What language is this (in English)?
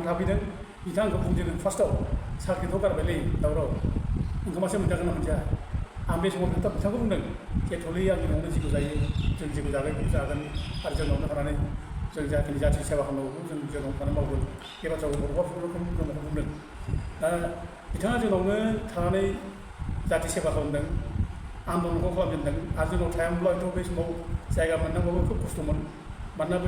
Bodo